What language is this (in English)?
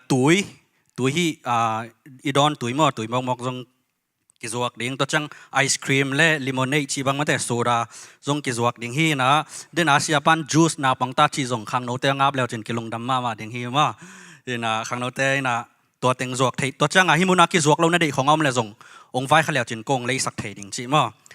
Tedim Chin